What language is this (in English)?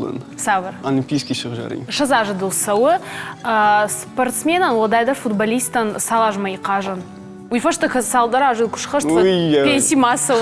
Ossetic